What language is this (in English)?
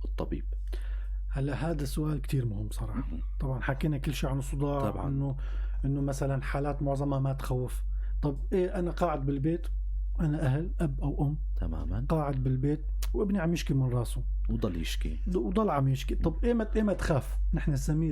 North Levantine Arabic